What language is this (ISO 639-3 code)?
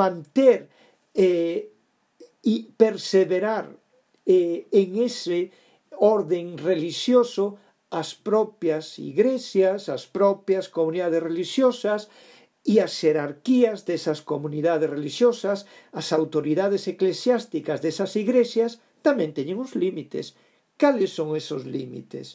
glg